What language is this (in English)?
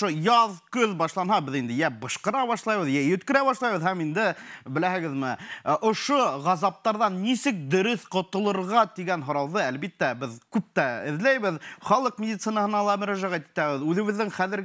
Bashkir